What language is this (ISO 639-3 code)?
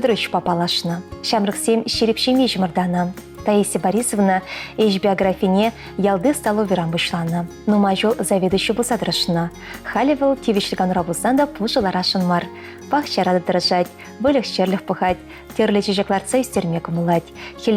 chv